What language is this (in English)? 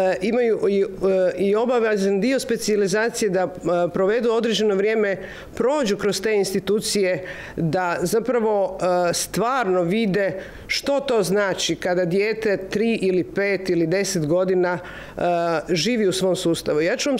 Croatian